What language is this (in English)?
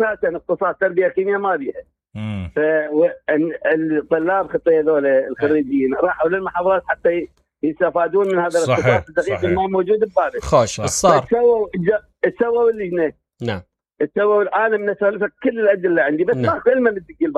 Mesopotamian Arabic